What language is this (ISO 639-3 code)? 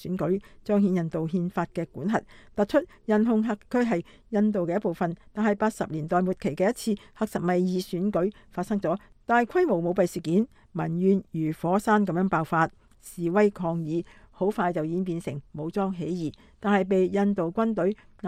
yue